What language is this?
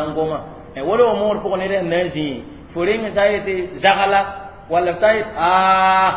Mossi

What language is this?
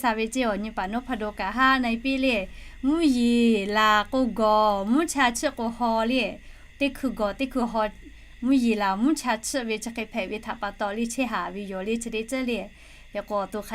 Lahu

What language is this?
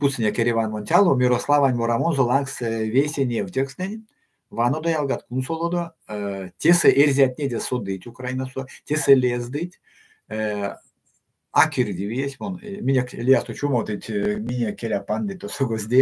Erzya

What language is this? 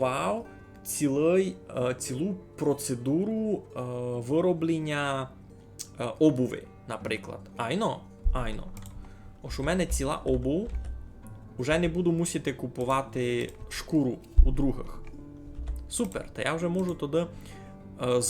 Rusyn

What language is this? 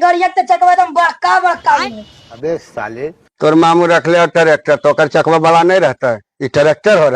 Magahi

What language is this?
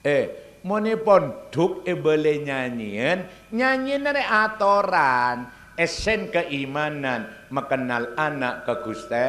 Madurese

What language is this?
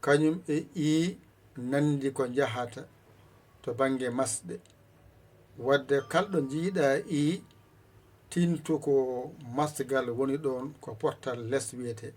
Fula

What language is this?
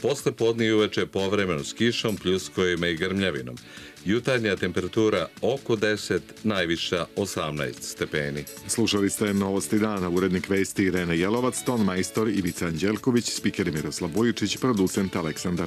Serbian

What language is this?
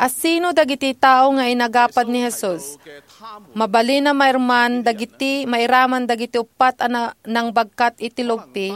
Iloko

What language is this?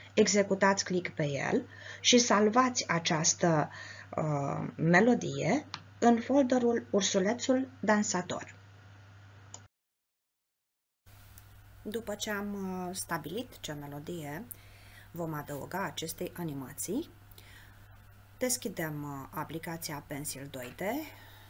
Romanian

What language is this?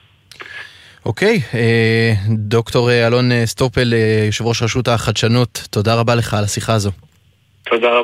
Hebrew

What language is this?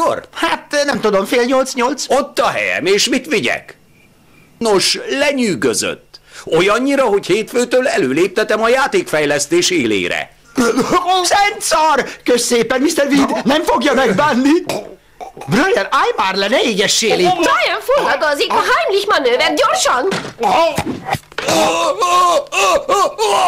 Hungarian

